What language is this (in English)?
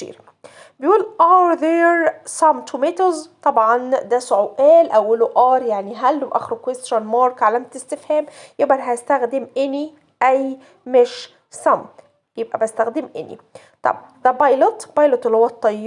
Egyptian Arabic